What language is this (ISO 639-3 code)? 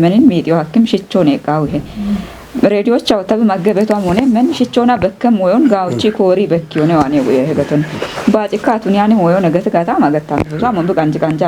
kbr